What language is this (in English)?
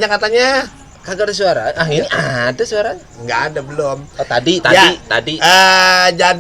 Betawi